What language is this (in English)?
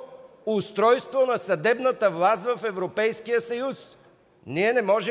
Bulgarian